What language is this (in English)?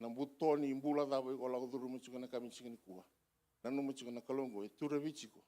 Fijian